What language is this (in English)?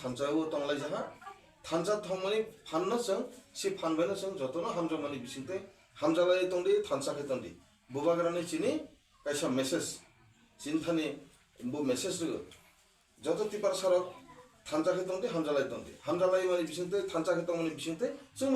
Kok Borok